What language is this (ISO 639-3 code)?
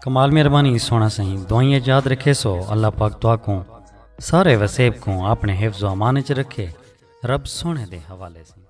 skr